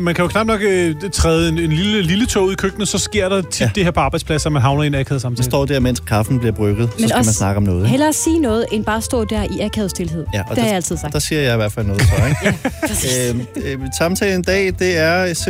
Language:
Danish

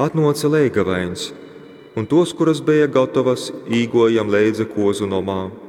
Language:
Latgalian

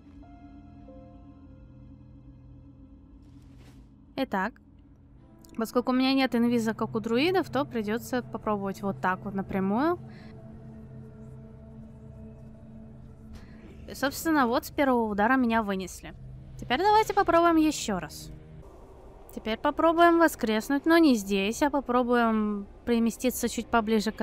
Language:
Russian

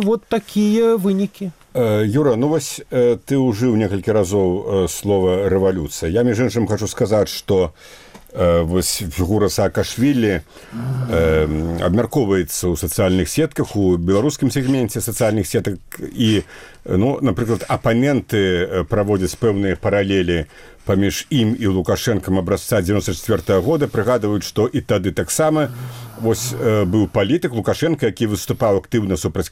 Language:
Belarusian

